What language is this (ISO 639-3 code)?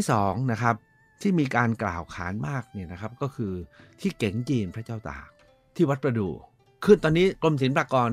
tha